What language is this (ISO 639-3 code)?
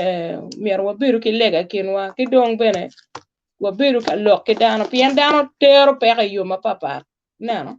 ach